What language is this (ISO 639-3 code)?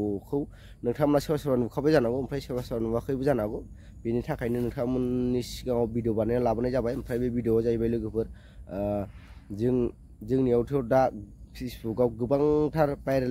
brx